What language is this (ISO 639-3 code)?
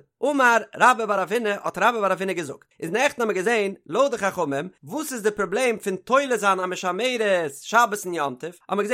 yid